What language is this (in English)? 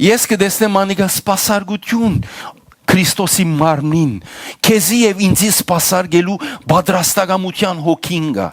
Western Armenian